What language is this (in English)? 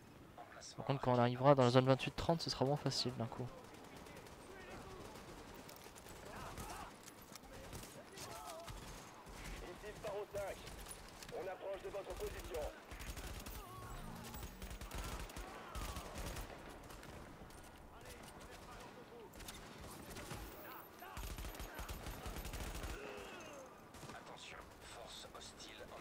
French